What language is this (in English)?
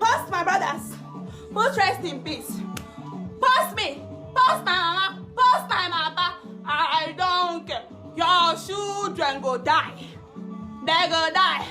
Nigerian Pidgin